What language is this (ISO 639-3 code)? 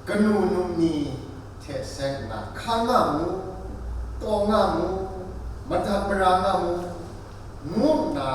kac